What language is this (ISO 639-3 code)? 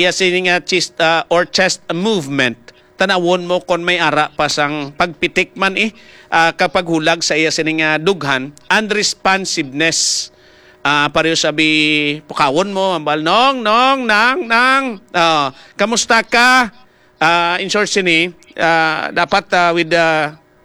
hil